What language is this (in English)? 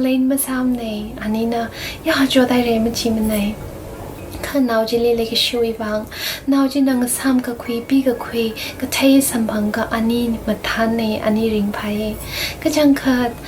Tangkhul Naga (India)